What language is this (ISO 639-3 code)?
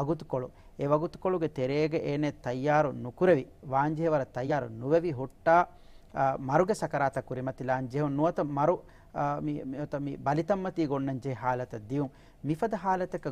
div